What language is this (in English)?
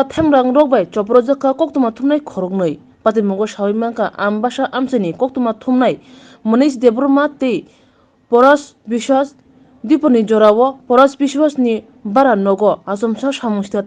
Kok Borok